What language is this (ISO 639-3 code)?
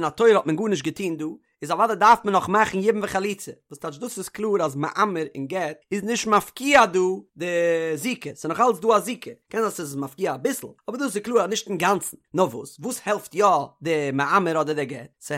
yid